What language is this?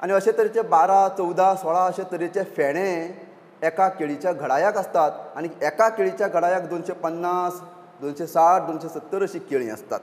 Konkani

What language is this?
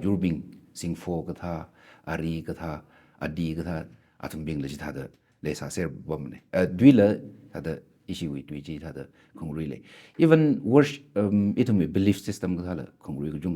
Tangkhul Naga (India)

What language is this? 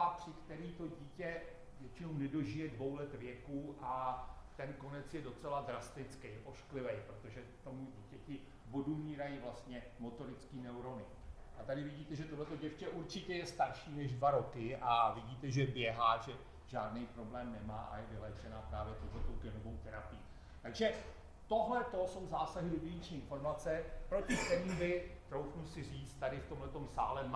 Czech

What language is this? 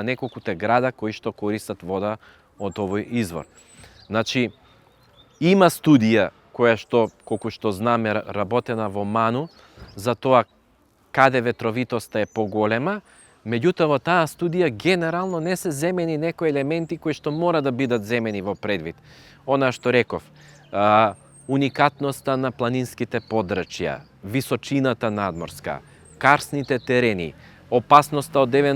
Macedonian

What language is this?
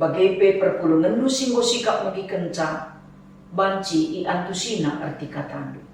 Batak Karo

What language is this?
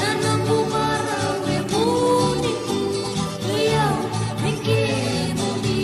Fijian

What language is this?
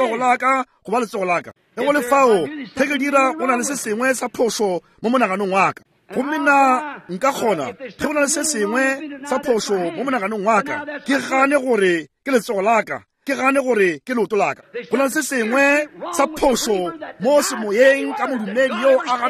Northern Sotho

